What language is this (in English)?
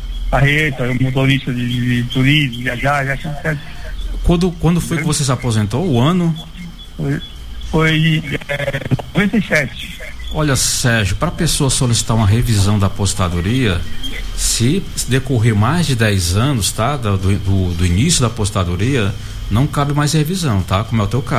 Portuguese